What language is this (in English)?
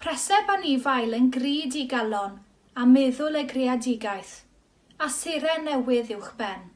Welsh